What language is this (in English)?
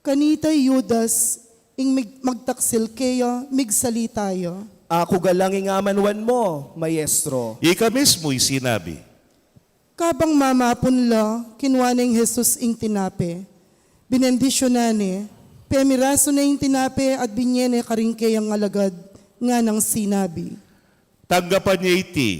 Pampanga